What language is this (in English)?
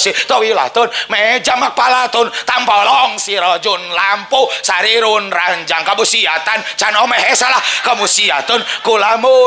Sundanese